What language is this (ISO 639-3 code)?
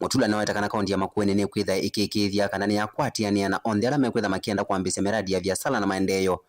kam